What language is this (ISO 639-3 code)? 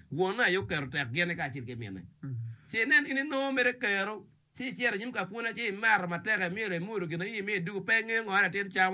ach